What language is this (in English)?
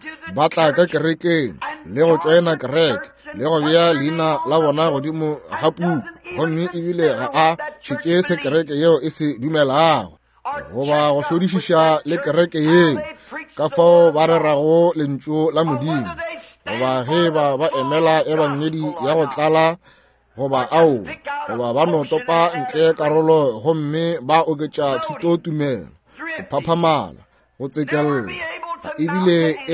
Northern Sotho